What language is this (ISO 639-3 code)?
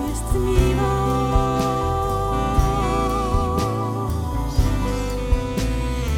pol